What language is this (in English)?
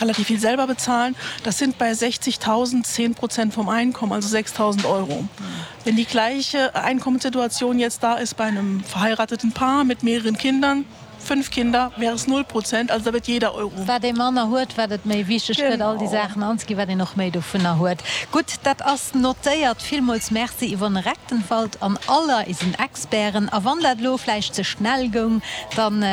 Luxembourgish